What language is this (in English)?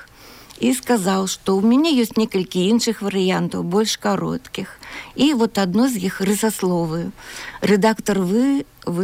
Belarusian